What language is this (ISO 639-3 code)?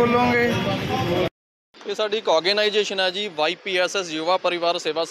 pan